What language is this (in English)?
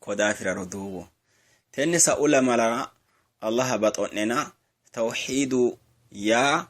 Sidamo